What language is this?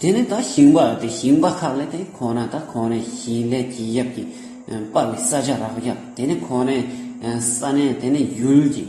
Tibetan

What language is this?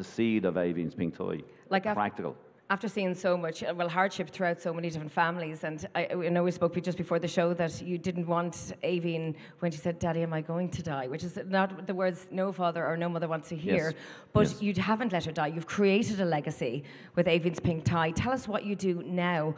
English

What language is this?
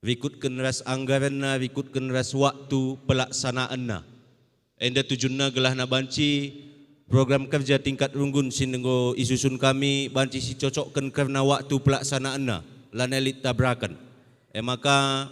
Batak Karo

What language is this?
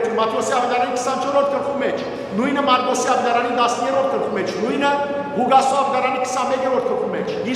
Western Armenian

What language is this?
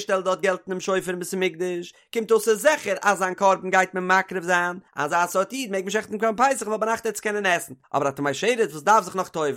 Yiddish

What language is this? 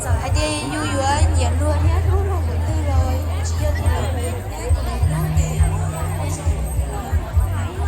Hmong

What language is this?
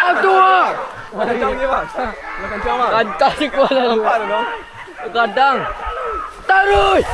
Minangkabau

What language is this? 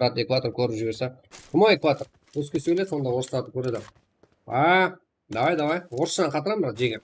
Kara-Kalpak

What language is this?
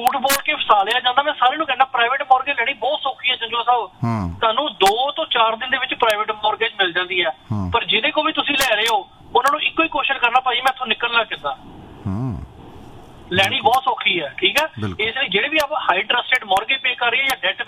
Punjabi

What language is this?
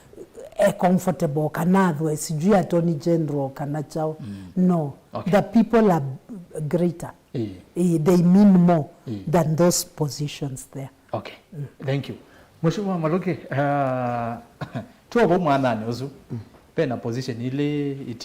Kamba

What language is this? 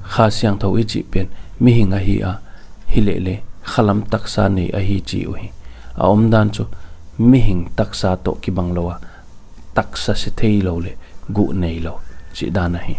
Paite Chin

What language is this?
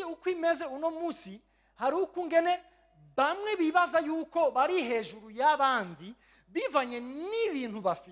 Rundi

